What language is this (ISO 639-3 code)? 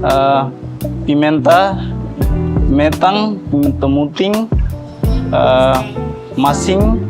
tet